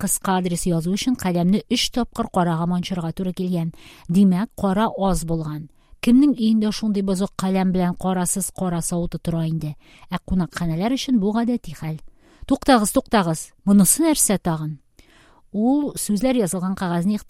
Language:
Tatar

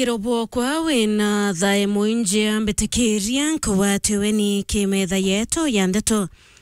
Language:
Meru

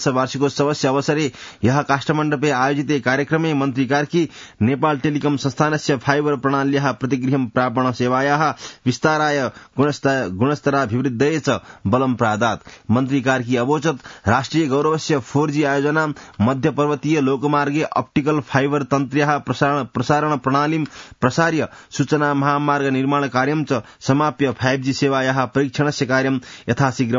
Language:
Sanskrit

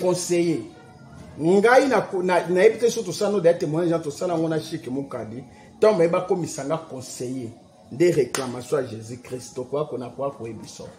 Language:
Lingala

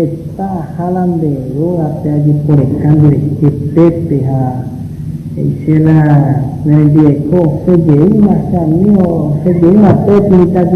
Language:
Guarani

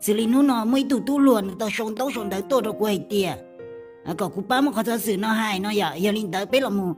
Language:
Hmong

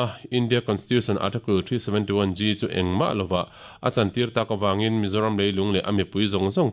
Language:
Mizo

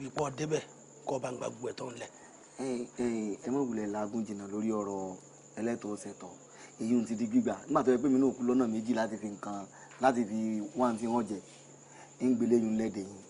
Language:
Yoruba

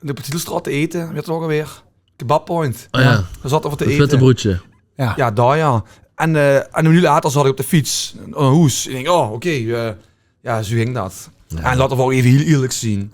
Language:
Limburgish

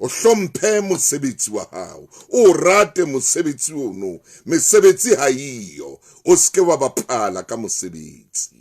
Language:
Southern Sotho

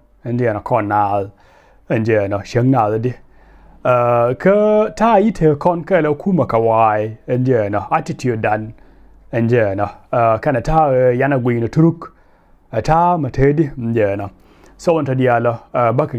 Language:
Nuer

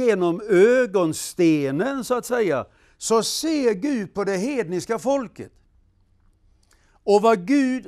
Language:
Swedish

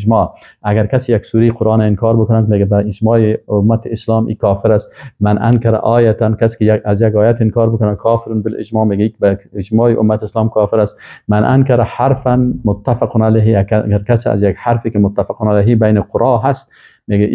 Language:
Persian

